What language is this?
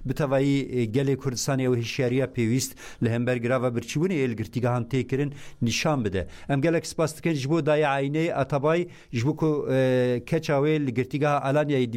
Kurdish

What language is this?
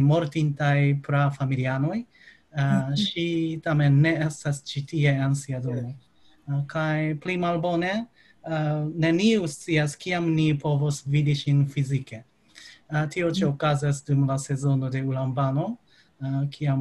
Esperanto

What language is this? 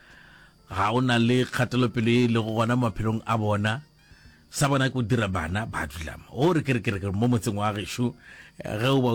Northern Sotho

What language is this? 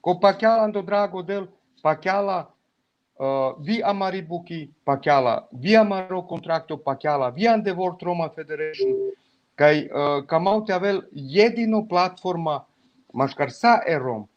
Balkan Romani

